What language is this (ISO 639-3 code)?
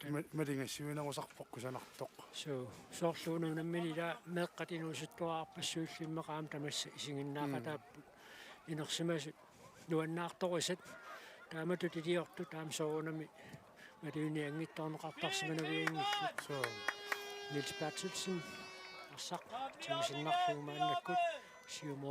kal